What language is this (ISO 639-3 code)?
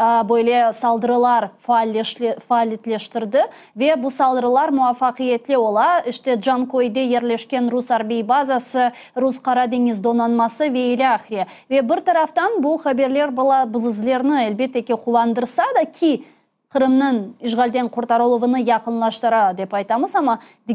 crh